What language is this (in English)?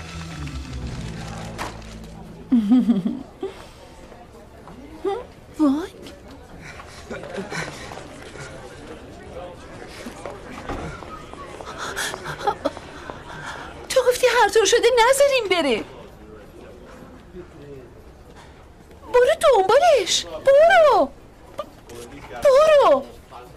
Persian